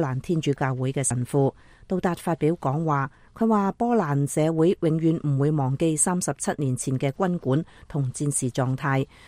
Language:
Cantonese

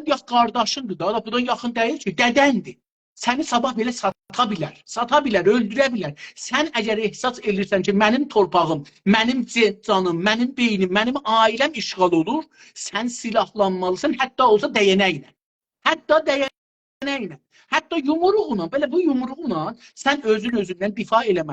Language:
South Azerbaijani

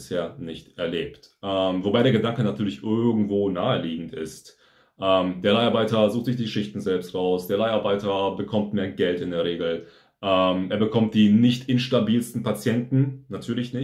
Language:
German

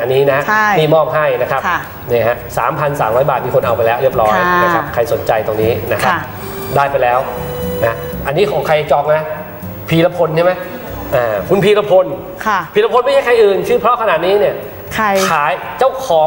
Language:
Thai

